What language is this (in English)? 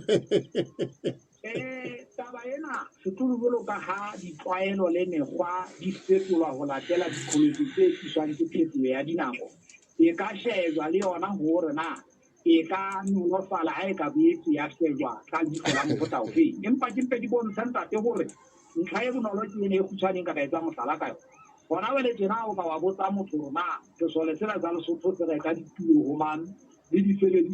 Southern Sotho